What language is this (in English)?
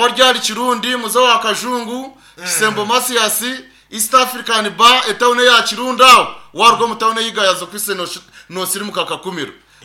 Nyankole